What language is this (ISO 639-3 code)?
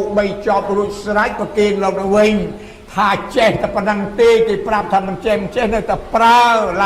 khm